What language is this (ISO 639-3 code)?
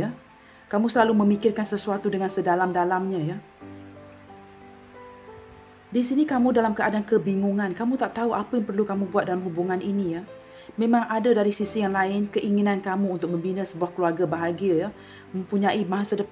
msa